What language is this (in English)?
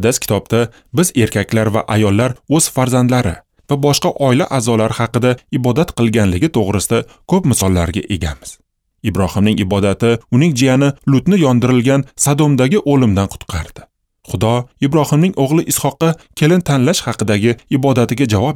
Uzbek